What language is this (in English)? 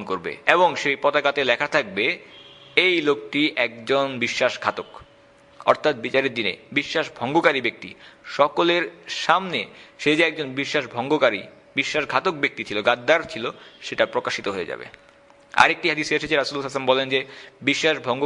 Bangla